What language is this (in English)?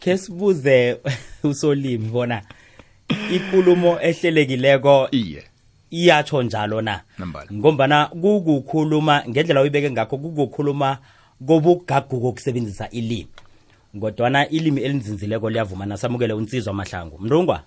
South Ndebele